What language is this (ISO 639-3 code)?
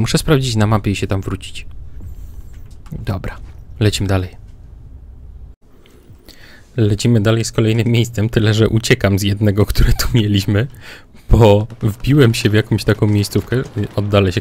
pol